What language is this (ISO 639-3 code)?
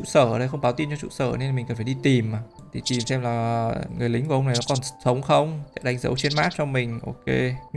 vie